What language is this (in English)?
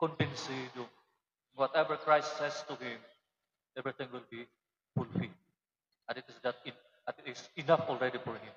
Waray